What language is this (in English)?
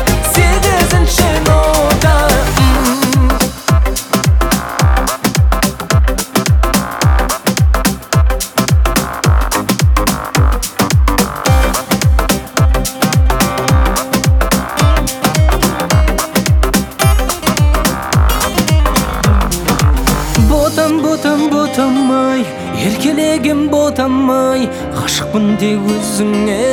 Kazakh